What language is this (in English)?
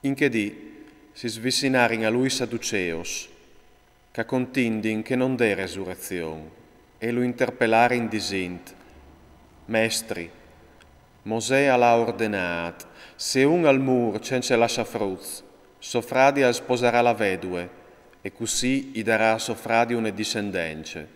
Friulian